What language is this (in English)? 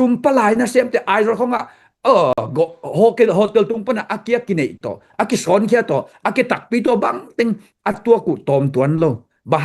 Tedim Chin